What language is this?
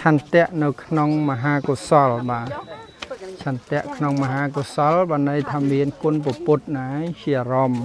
Khmer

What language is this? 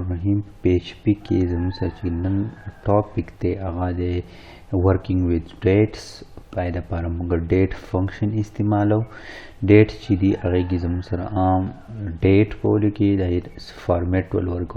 Pashto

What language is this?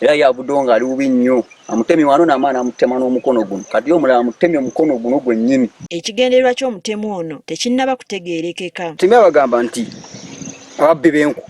Ganda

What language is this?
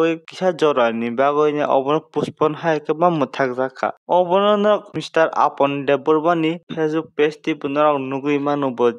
Kok Borok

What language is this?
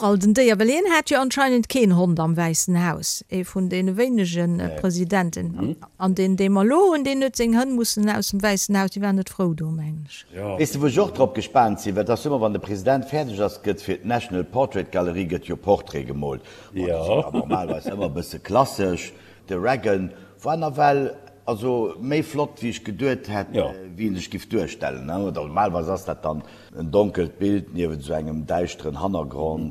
Luxembourgish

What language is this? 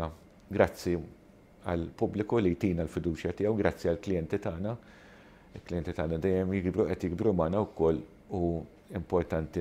Maltese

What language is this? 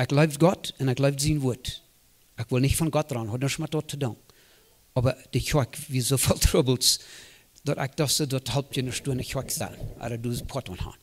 Plautdietsch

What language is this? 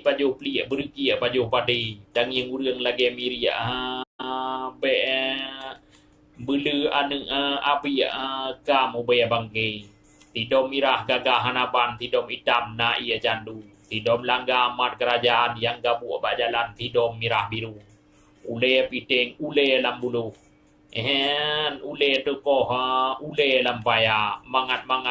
Achinese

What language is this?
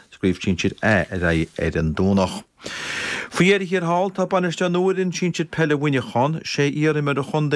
Irish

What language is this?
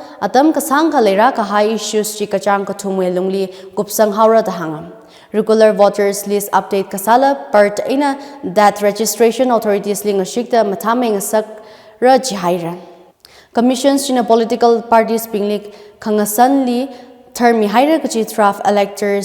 Tangkhul Naga (India)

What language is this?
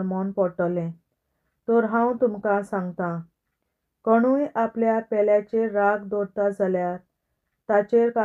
Konkani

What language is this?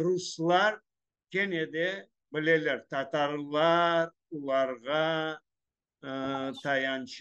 Crimean Tatar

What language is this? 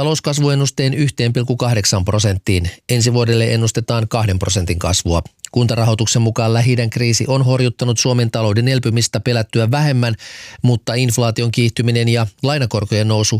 Finnish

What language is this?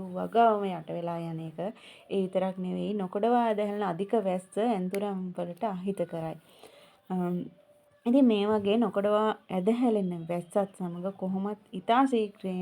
Sinhala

